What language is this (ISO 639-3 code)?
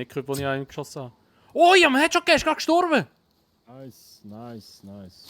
gsw